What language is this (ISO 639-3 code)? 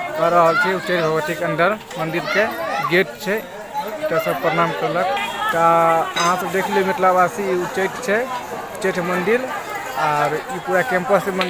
mai